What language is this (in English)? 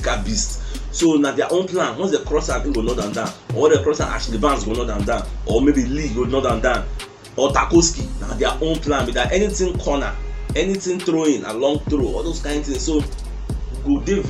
Nigerian Pidgin